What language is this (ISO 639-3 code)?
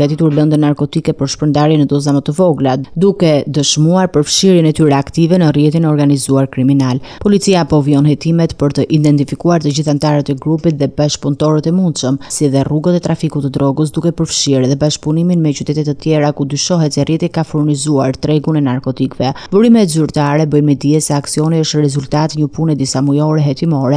sqi